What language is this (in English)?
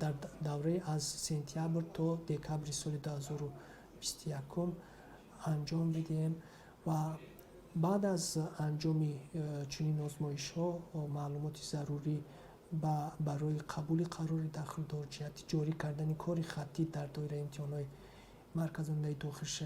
Tajik